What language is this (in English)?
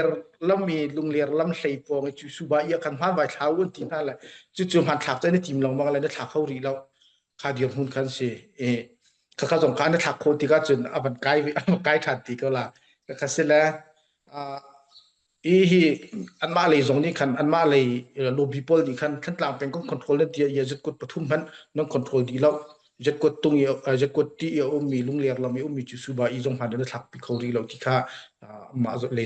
Hakha Chin